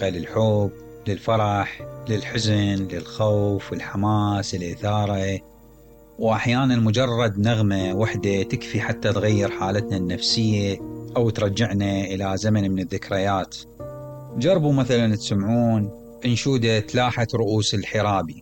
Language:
Mesopotamian Arabic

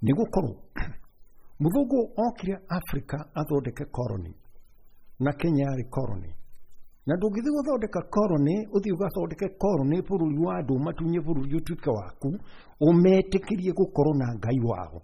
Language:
Kikuyu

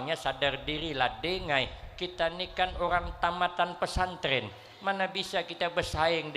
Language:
Banjar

